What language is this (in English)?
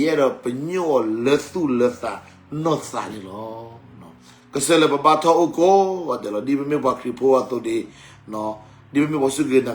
S'gaw Karen